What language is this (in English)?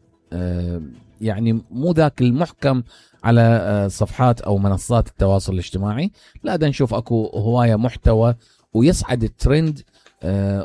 Mesopotamian Arabic